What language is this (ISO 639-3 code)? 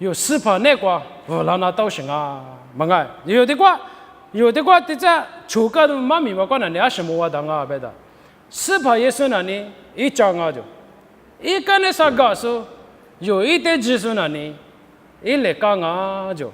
lis